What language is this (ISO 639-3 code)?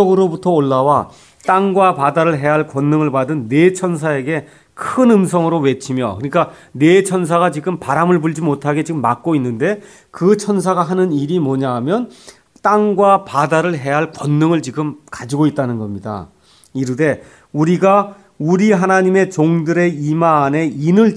kor